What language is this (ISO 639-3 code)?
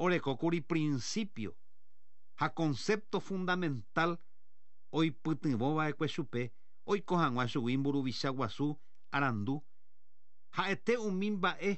grn